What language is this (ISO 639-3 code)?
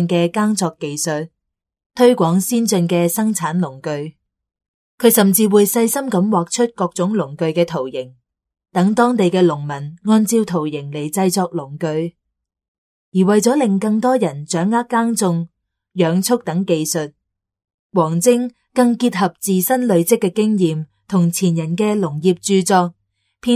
yue